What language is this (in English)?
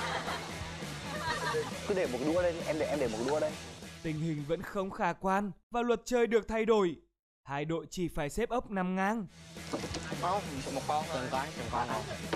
Vietnamese